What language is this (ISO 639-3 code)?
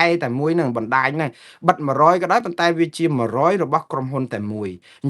khm